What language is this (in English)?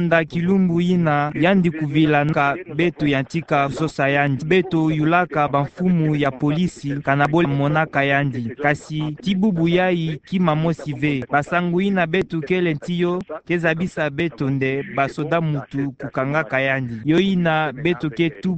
Kituba (Democratic Republic of Congo)